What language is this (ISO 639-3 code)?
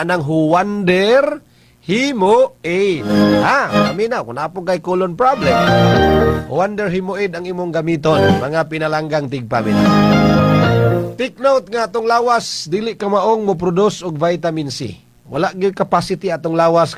ceb